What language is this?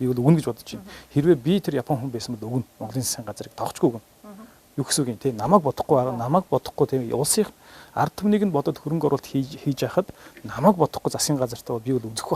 Mongolian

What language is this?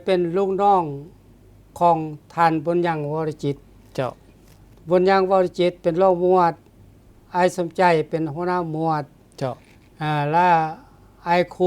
Lao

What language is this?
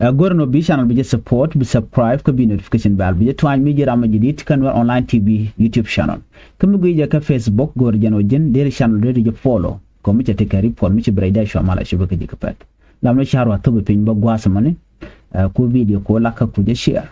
Nuer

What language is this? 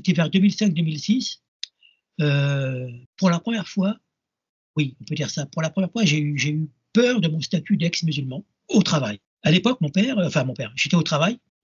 French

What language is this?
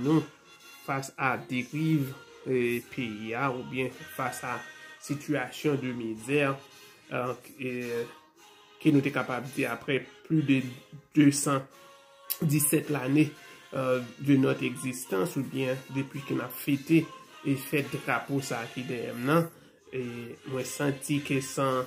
Haitian Creole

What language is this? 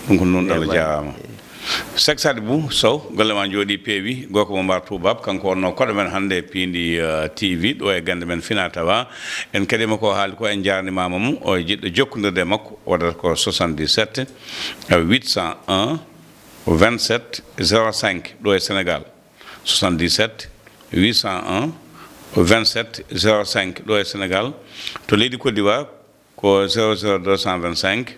Fula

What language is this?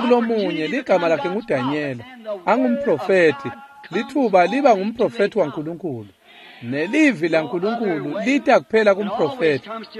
Swati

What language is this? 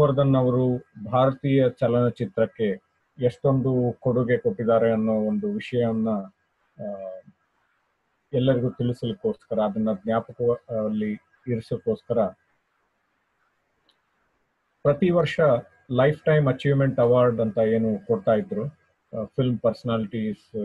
Kannada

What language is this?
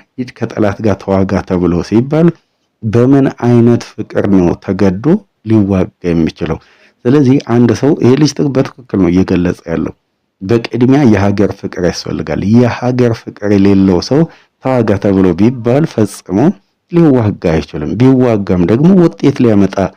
Amharic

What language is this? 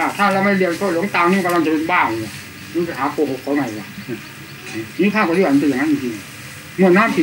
Thai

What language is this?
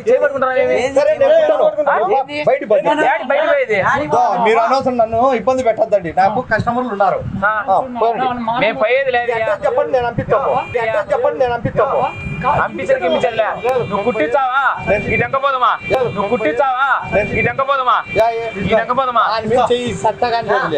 Telugu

